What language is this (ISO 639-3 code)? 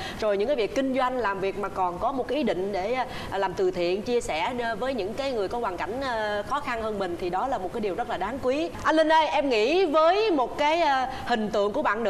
vie